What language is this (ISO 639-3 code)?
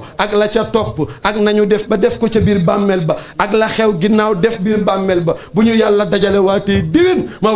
wol